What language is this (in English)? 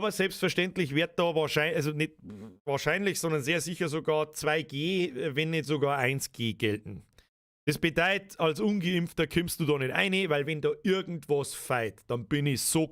Bavarian